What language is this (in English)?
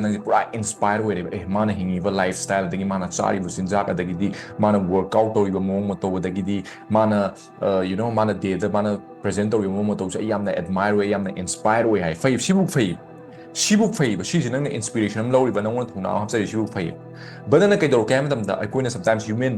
Manipuri